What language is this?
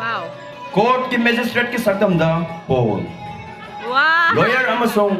Manipuri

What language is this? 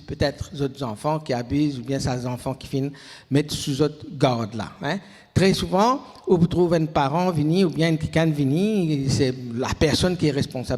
Morisyen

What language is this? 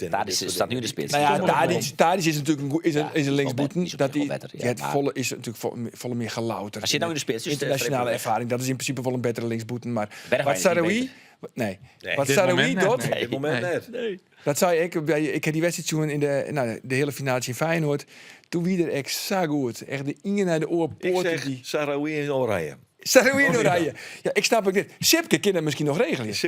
Western Frisian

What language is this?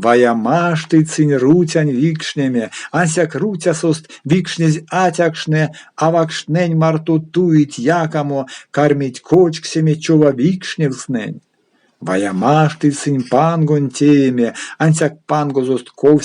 Erzya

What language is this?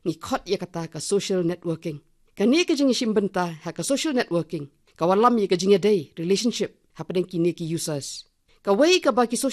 Khasi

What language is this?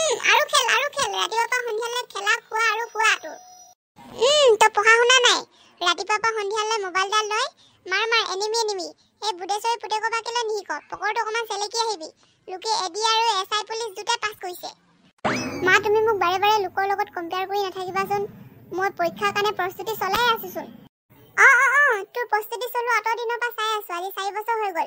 Assamese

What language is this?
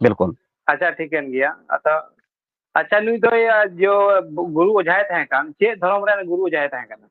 Santali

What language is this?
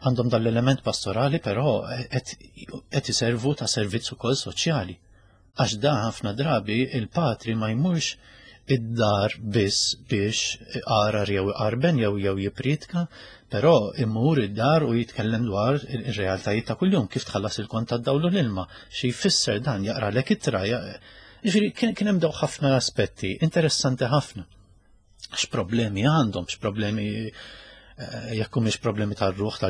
Maltese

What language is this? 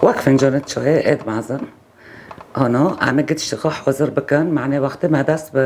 Kurdish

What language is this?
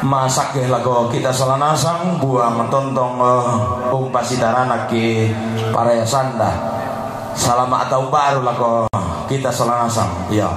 Toraja-Sa'dan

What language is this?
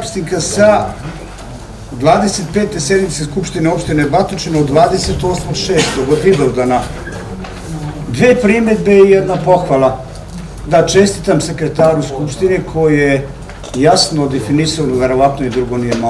Serbian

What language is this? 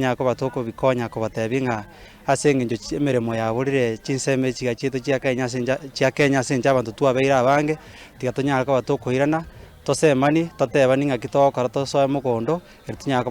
Gusii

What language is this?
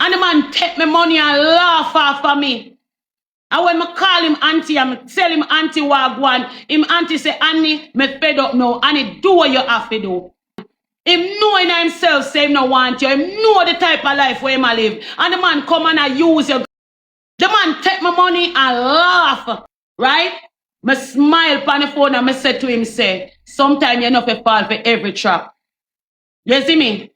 Jamaican Creole English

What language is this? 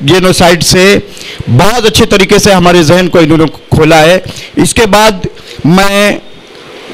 Hindi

